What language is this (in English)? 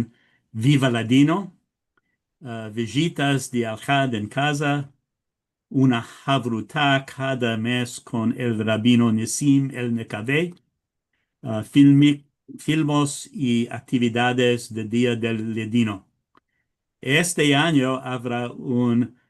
Ladino